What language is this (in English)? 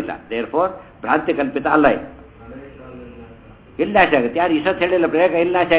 Kannada